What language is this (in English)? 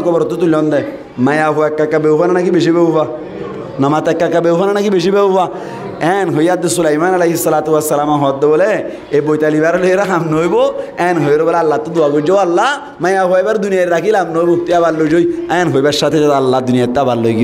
Rohingya